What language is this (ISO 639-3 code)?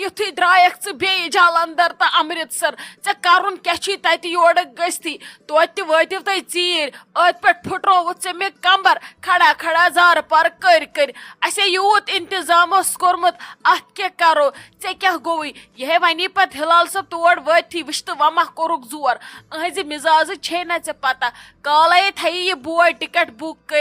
kas